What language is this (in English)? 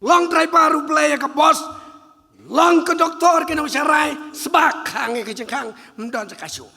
Khasi